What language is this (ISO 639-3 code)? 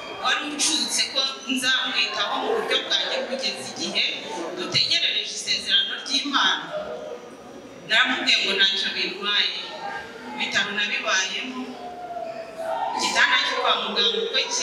kin